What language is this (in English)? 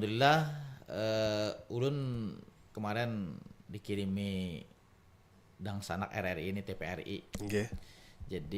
Banjar